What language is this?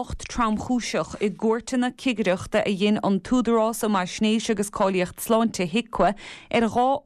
Irish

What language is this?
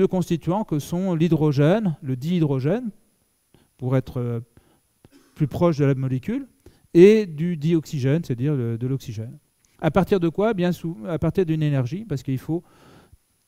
French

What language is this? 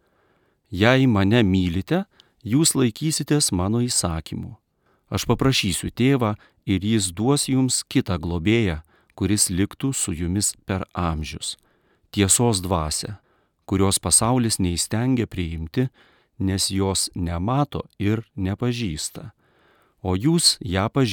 Lithuanian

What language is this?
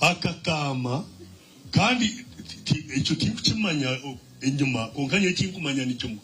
Nyankole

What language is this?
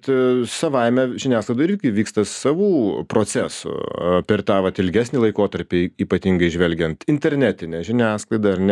Lithuanian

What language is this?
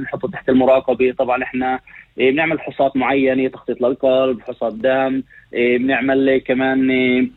North Levantine Arabic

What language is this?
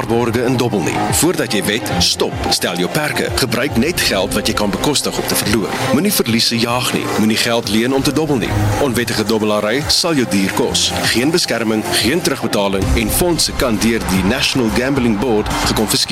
Afrikaans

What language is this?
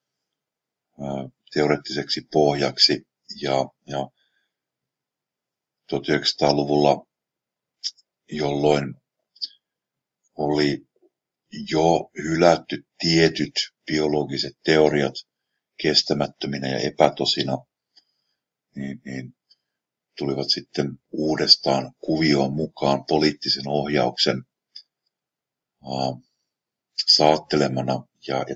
Finnish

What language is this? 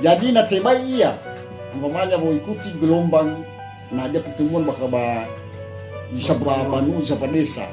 Nias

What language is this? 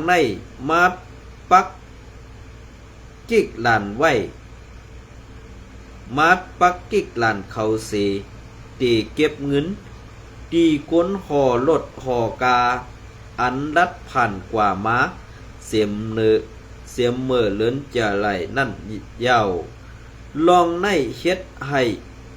Shan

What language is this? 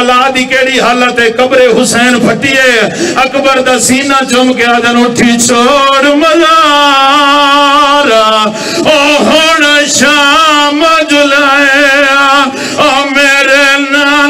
Saraiki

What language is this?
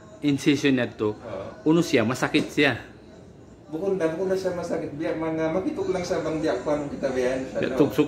Tausug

